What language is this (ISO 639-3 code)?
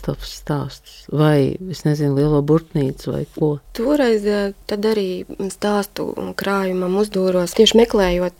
lav